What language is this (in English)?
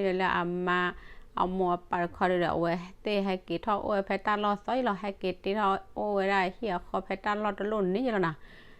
S'gaw Karen